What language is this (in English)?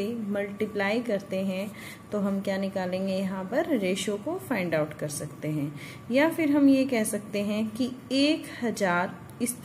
Hindi